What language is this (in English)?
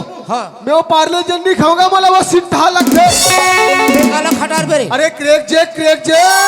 Chhattisgarhi